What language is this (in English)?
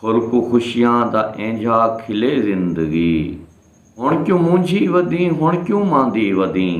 Saraiki